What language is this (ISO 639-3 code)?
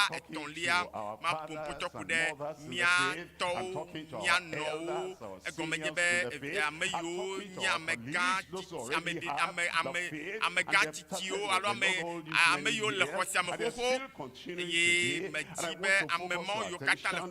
ewe